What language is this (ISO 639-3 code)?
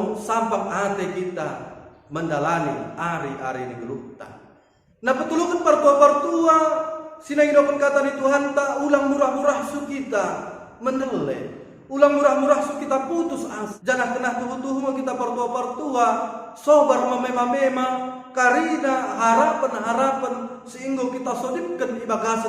btd